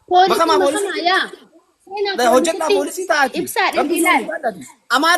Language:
Oromo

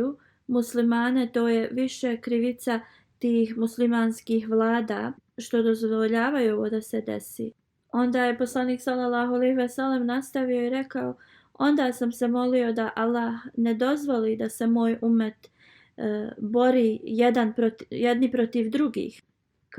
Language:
Bosnian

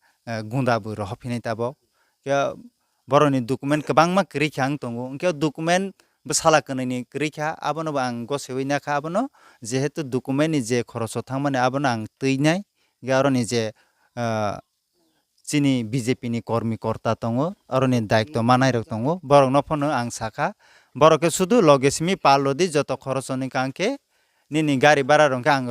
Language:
Riang (India)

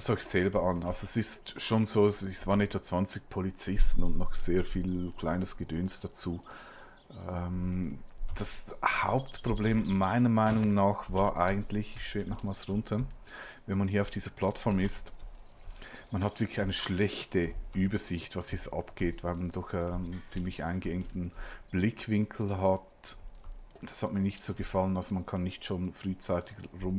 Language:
Swiss German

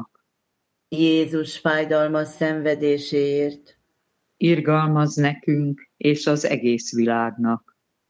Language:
Hungarian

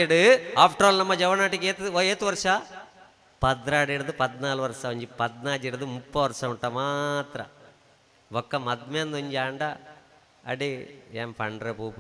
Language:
Tulu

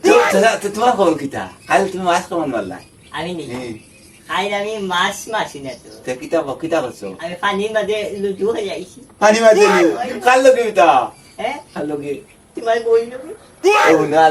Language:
Sylheti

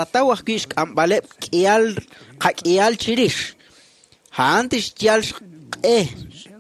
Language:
Kekchí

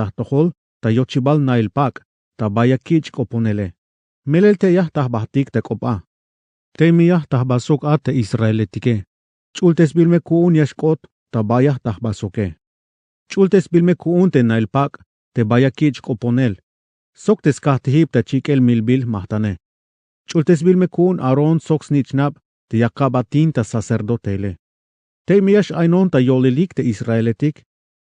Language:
Tzeltal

